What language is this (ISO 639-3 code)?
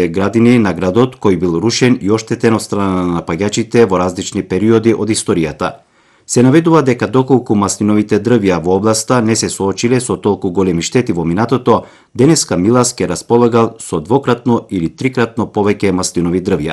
mkd